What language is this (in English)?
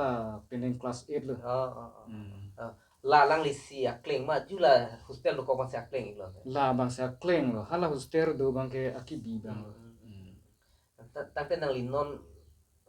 Karbi